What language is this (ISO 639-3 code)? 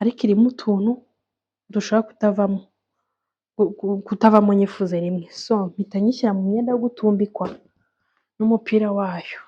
kin